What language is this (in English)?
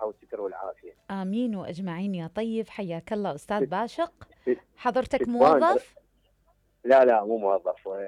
Mesopotamian Arabic